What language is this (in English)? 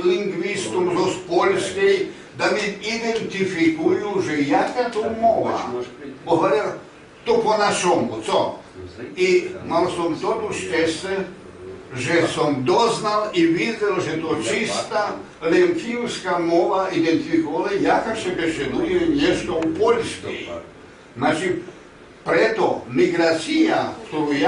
Rusyn